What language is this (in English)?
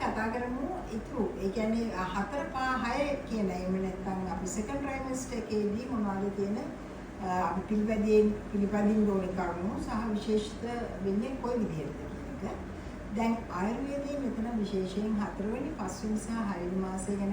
Sinhala